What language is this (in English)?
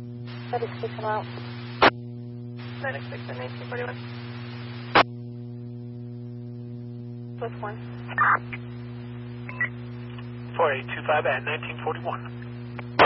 English